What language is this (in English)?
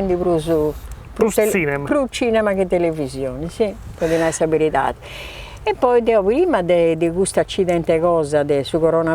Sardinian